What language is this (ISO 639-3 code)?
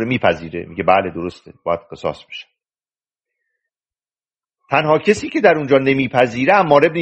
fas